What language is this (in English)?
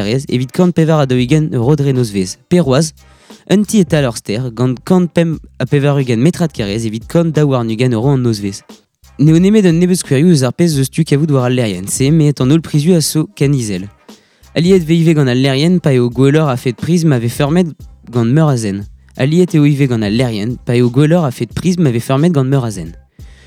Breton